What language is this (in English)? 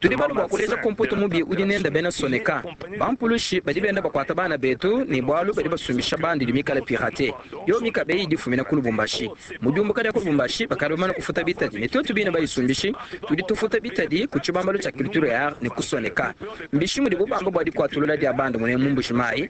Luba-Lulua